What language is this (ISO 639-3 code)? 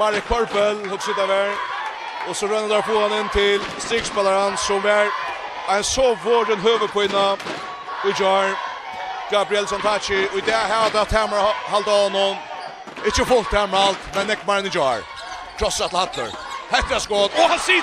fao